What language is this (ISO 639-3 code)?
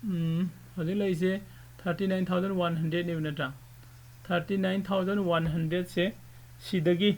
mni